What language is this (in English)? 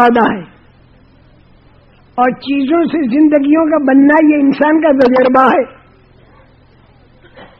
Urdu